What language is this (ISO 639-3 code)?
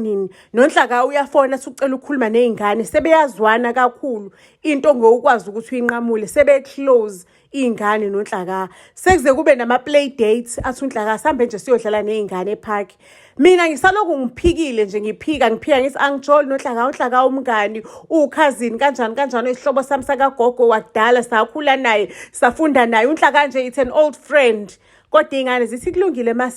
zul